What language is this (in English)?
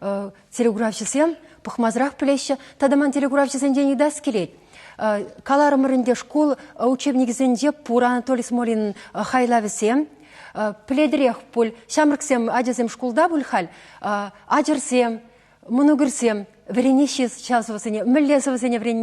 Chuvash